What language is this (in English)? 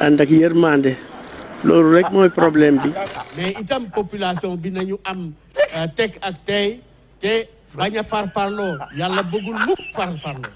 Wolof